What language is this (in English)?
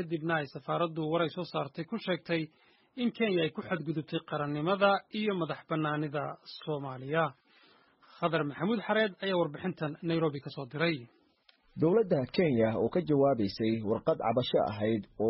Somali